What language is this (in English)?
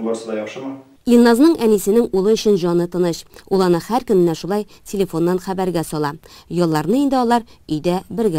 Tatar